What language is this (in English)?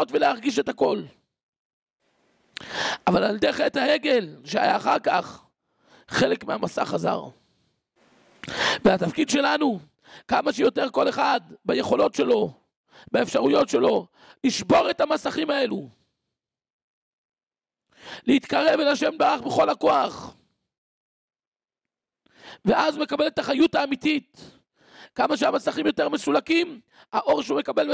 Hebrew